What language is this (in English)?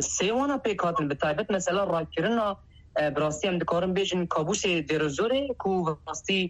Kurdish